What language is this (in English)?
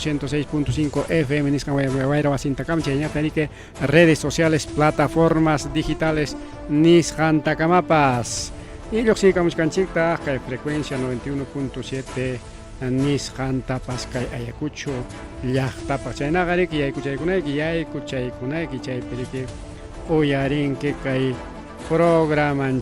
Ayacucho Quechua